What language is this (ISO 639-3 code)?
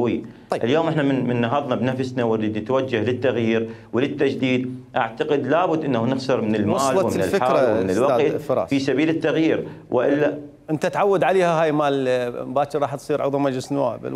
acm